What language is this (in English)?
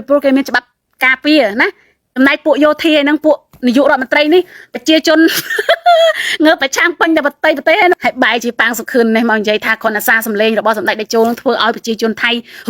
Khmer